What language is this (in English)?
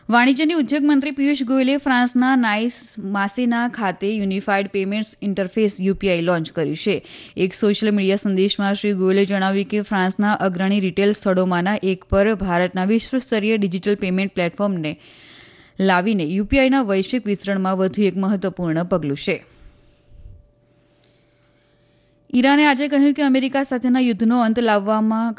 Gujarati